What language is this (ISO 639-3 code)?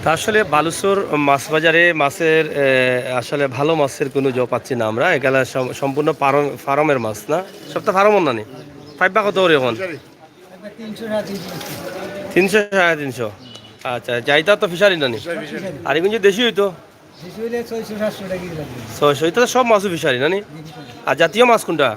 syl